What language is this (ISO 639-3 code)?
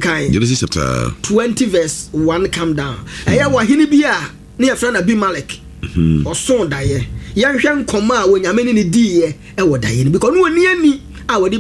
aka